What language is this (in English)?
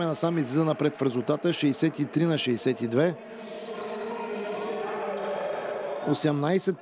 Bulgarian